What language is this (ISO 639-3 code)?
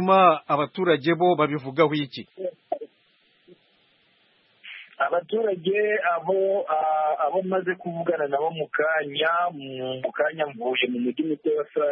kin